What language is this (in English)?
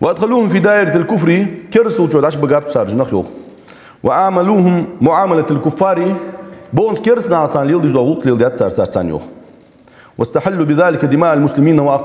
Ingush